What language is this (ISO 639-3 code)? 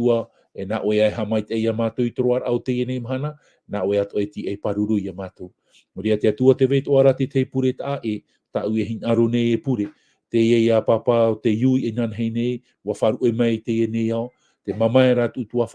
tah